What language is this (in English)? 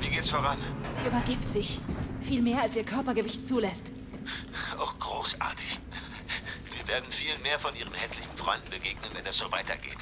Swiss German